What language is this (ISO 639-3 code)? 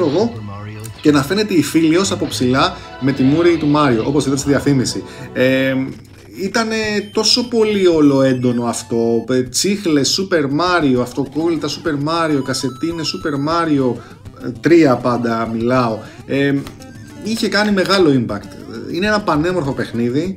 ell